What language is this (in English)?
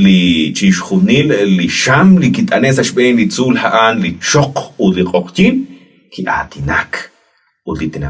Kekchí